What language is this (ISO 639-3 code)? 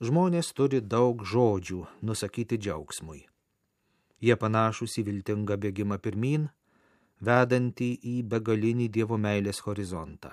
lit